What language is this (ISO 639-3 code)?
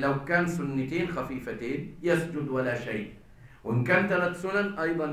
arz